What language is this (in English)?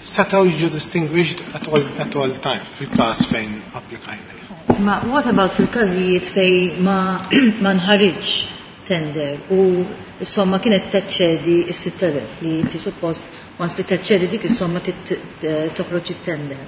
Maltese